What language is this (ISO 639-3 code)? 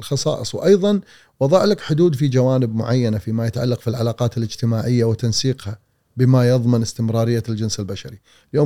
afb